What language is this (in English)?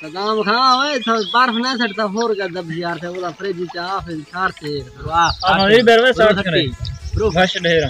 Saraiki